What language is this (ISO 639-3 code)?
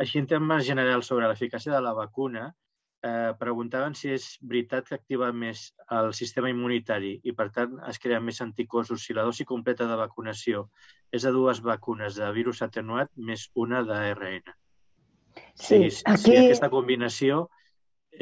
cat